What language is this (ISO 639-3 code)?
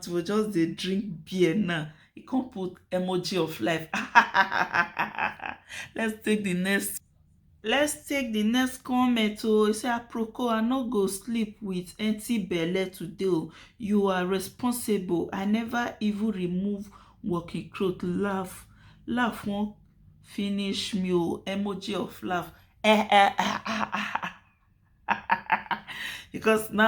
pcm